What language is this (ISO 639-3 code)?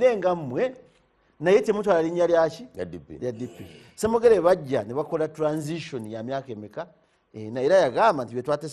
lug